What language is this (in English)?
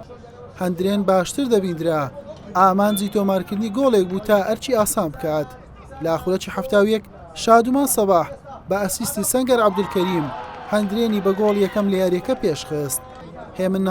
Central Kurdish